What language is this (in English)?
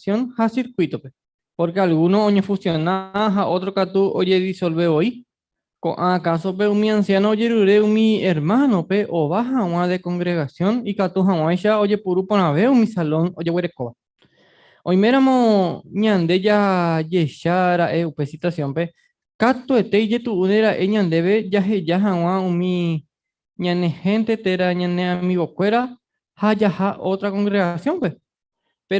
Guarani